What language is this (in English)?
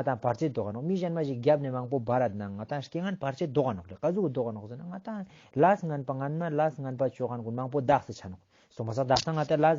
Ladakhi